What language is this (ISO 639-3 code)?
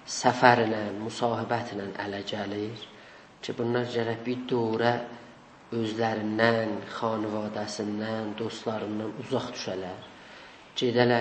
azb